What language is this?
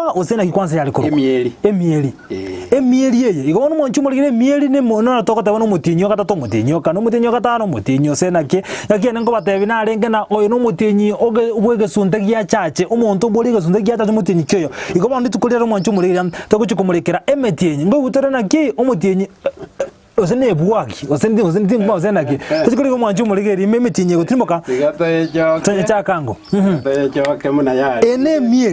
Gusii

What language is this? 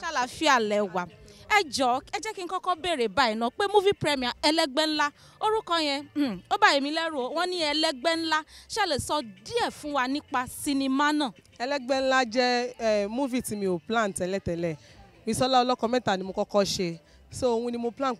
Yoruba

